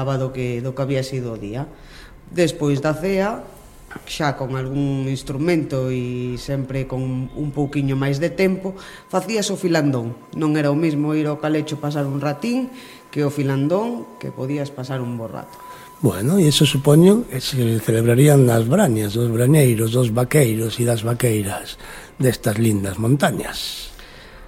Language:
Galician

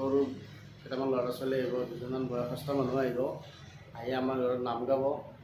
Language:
Assamese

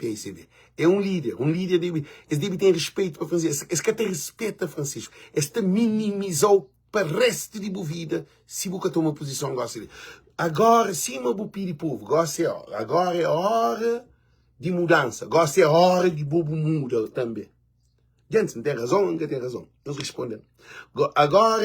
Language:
Kabuverdianu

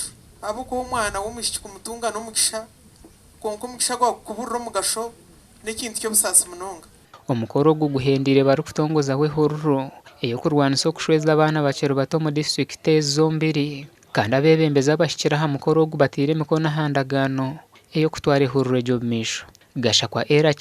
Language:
Nyankole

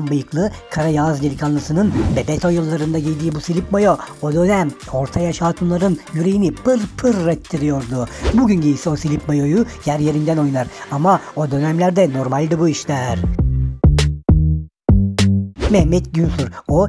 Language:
Turkish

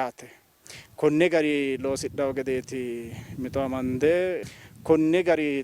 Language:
Sidamo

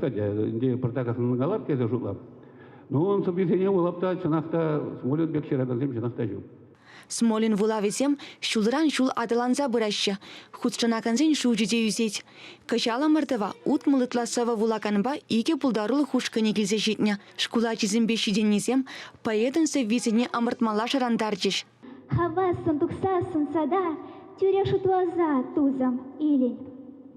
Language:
Chuvash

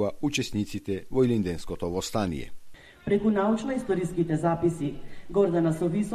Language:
Macedonian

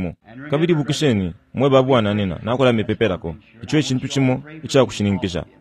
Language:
Bemba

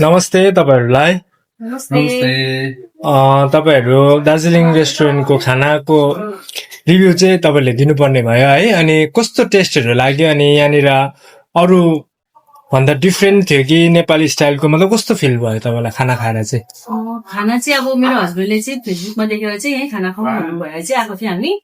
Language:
Nepali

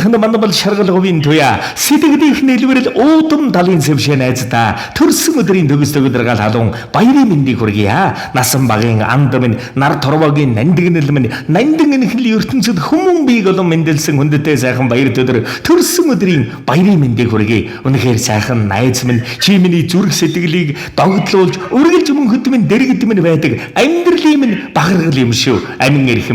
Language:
Mongolian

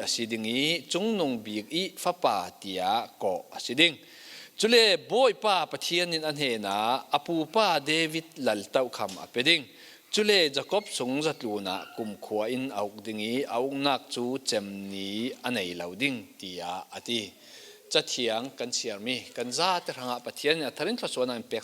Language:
Falam Chin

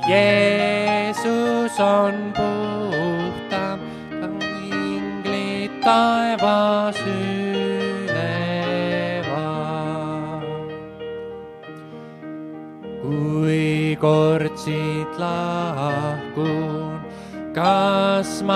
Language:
Estonian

